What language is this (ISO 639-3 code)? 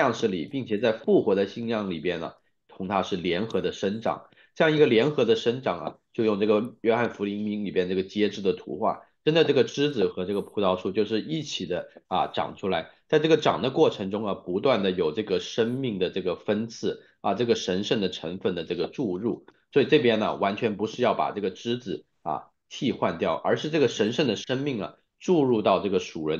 zho